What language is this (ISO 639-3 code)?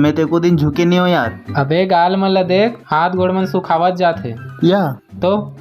hne